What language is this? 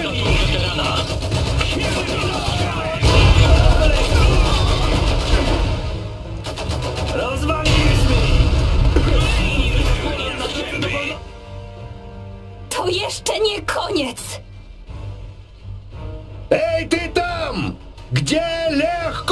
Polish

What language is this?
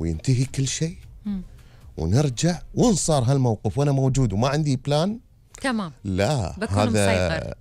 Gulf Arabic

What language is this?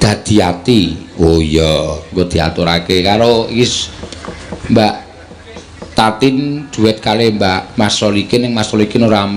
Javanese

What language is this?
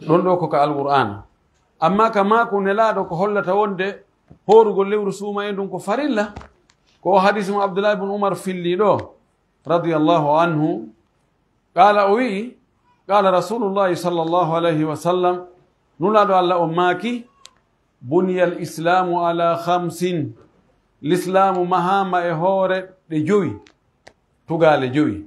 Pular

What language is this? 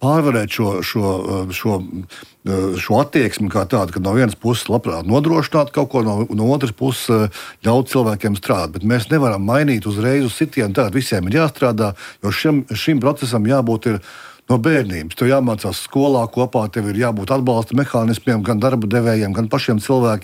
Latvian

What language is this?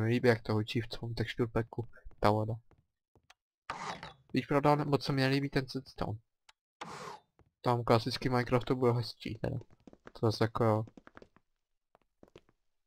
Czech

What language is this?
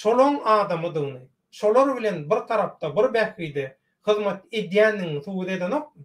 Turkmen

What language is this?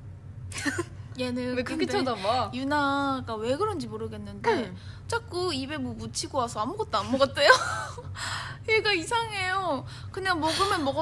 Korean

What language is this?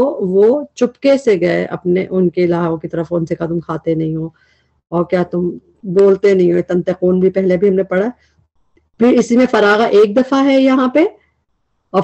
Urdu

